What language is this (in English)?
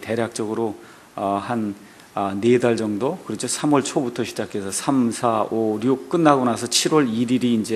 Korean